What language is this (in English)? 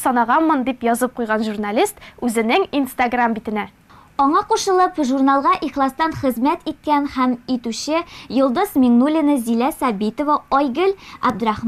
Tatar